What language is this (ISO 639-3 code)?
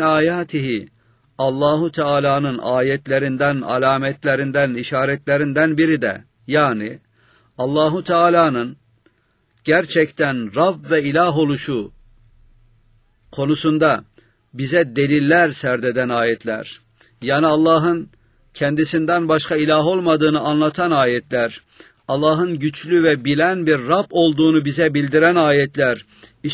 tur